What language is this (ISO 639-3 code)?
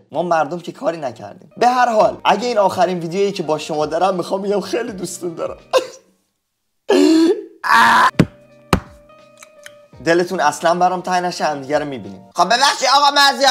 fas